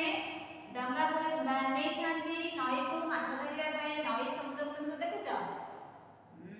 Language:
Odia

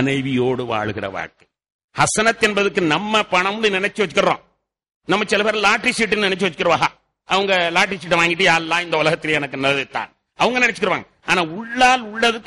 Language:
Tamil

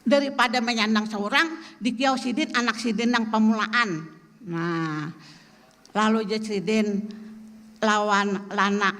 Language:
Banjar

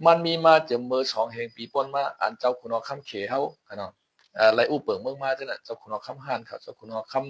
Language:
Shan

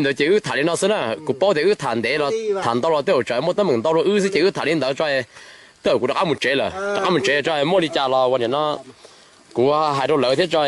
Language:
Hmong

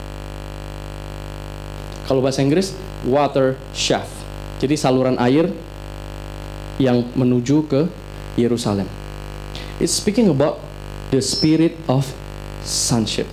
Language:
Indonesian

